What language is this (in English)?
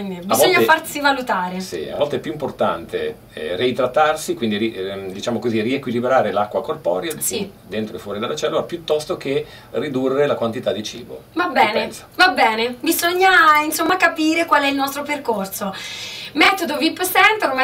Italian